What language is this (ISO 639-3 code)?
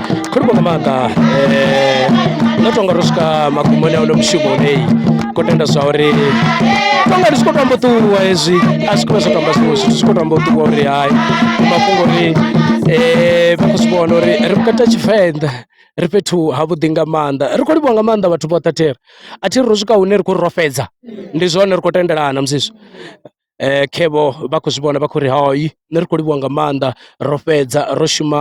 ven